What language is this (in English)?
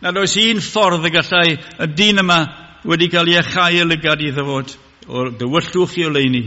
Welsh